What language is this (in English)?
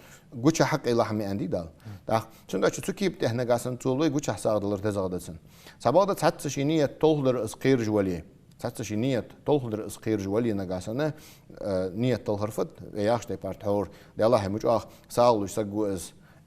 Ingush